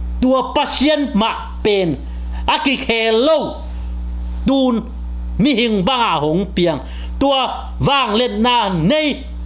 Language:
Tedim Chin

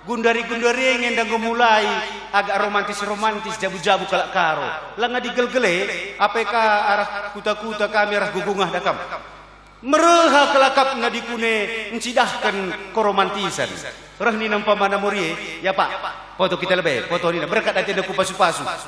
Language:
Batak Karo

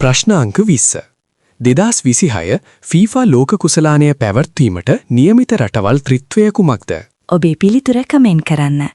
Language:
Sinhala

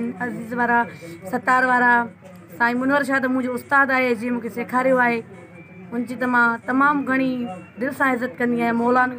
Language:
Sindhi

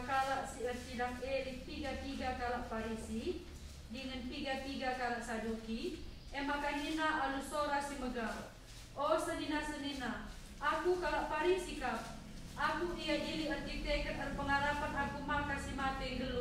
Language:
Batak Karo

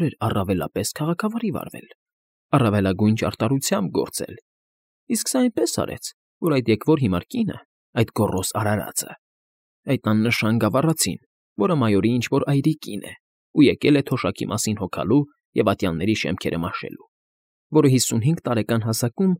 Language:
Armenian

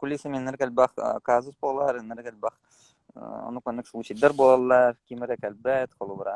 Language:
Yakut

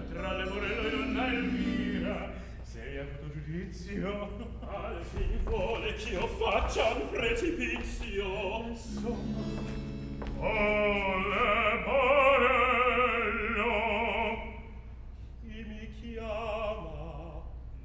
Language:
Italian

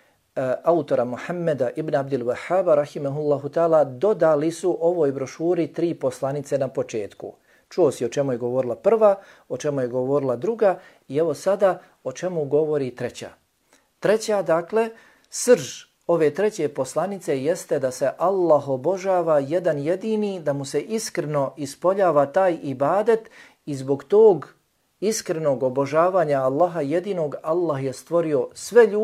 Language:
Bosnian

